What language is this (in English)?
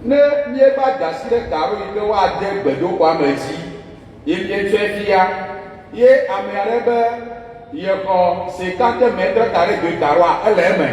Ewe